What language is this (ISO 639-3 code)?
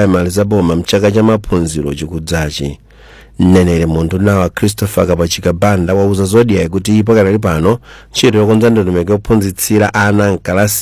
nya